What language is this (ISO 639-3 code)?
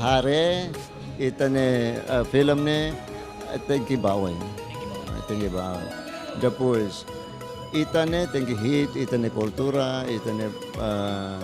tet